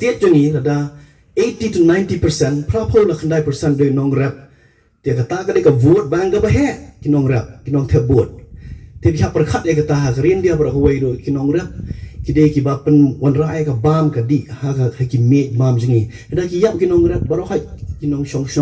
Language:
Khasi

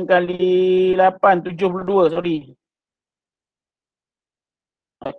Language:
Malay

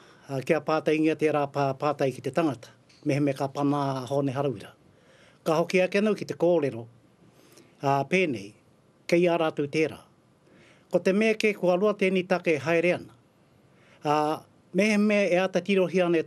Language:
Māori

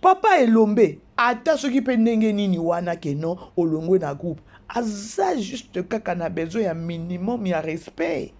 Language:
Lingala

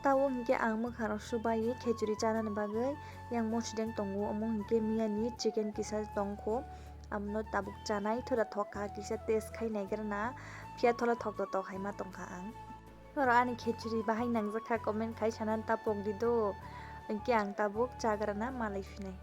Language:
Kok Borok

